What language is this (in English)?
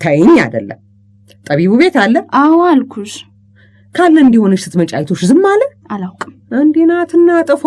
Amharic